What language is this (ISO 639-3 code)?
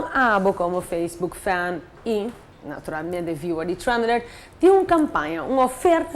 pap